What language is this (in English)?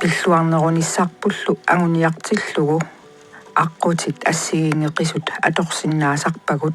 Kalaallisut